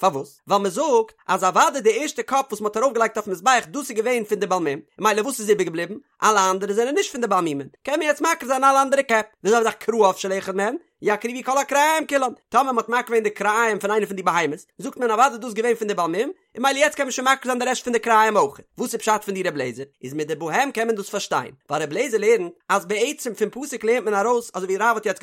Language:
Yiddish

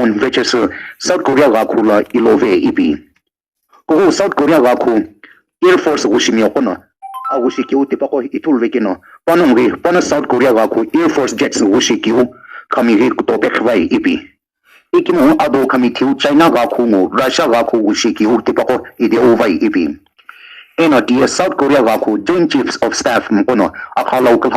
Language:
Sumi Naga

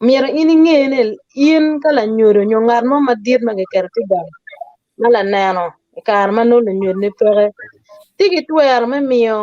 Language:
Acoli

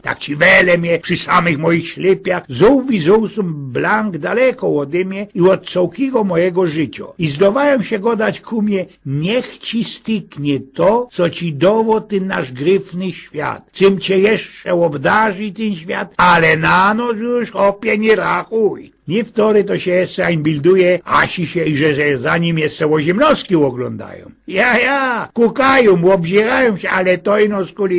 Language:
Silesian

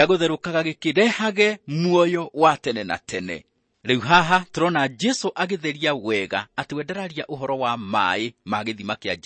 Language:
Kikuyu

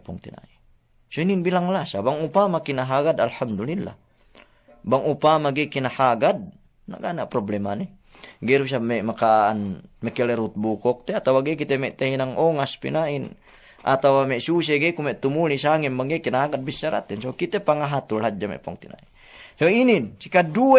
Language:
Yakan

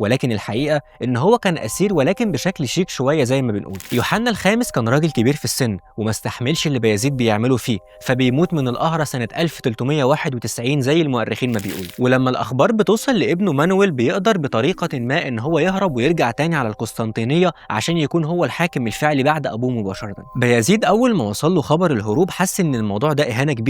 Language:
Egyptian Arabic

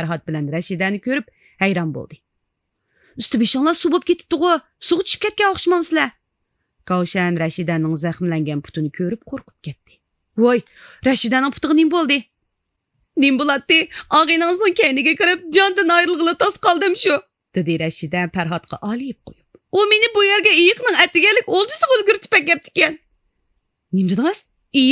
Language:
Uyghur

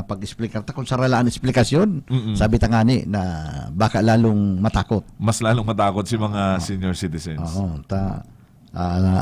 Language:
Bikol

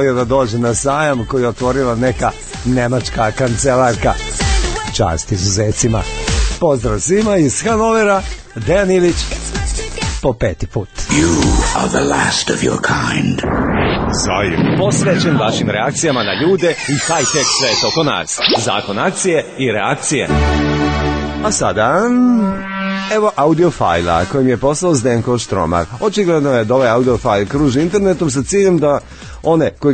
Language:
Serbian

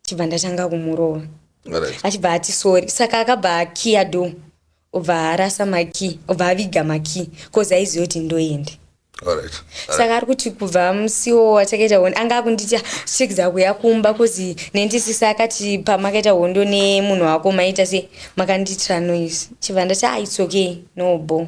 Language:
Shona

